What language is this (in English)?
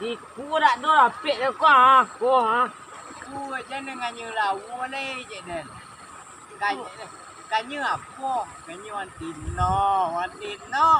Minangkabau